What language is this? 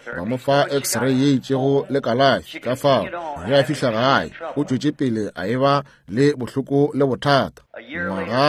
Northern Sotho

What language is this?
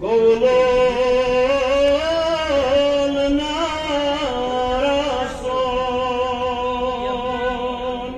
Kashmiri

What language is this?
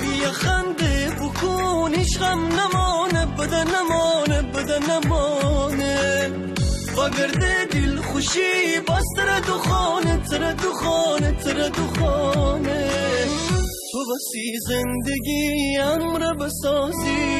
Gilaki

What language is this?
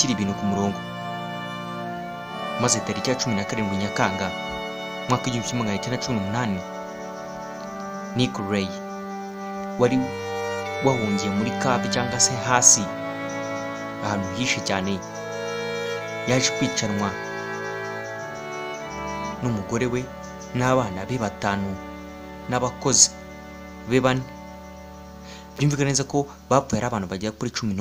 Kinyarwanda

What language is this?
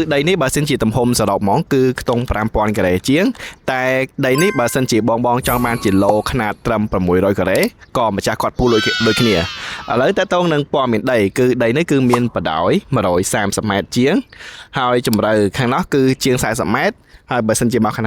Khmer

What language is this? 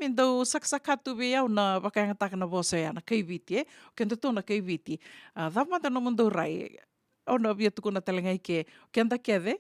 Fijian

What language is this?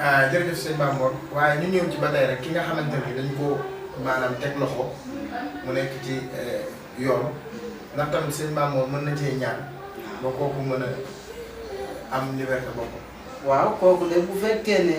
Wolof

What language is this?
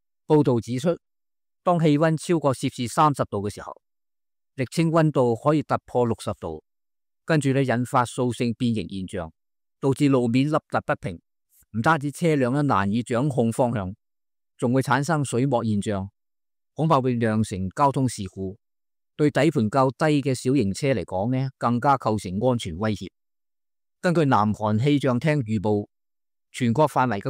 Cantonese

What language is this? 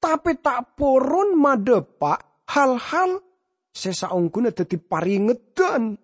Madurese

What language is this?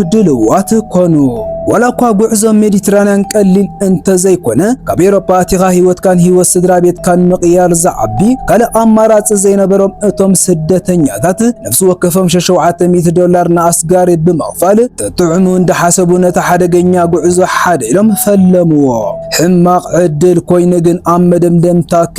Tigrinya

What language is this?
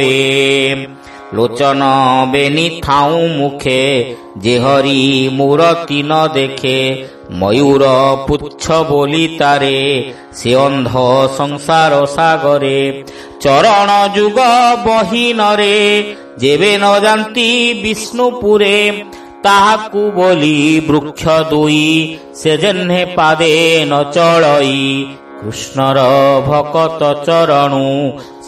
Odia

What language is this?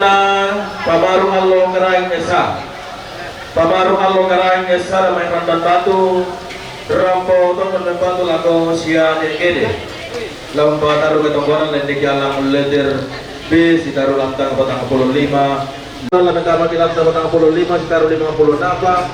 Toraja-Sa'dan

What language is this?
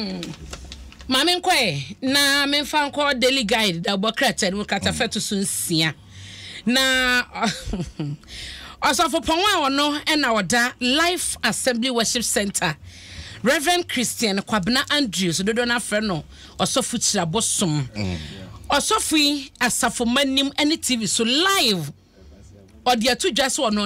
Akan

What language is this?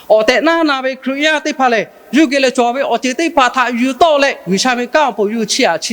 Lahu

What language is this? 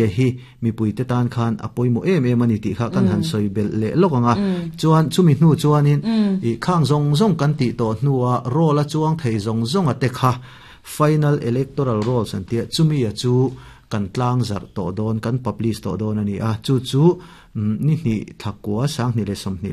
Mizo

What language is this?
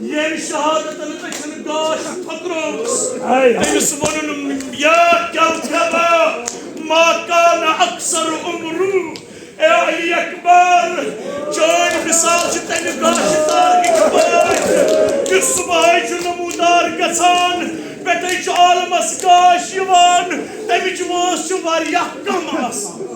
Kashmiri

